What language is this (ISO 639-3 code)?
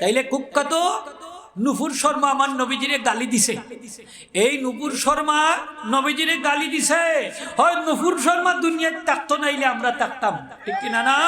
syl